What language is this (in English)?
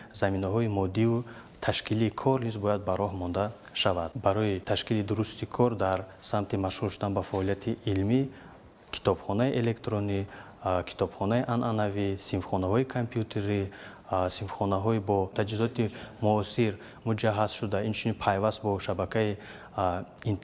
Tajik